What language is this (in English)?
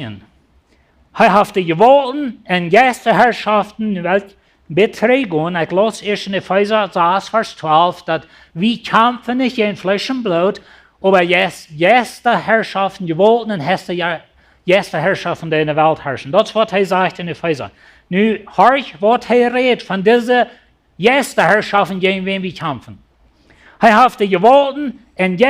Plautdietsch